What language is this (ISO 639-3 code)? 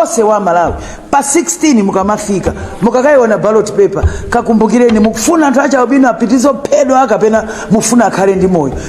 nya